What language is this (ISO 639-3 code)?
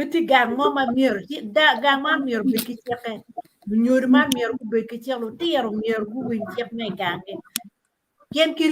ach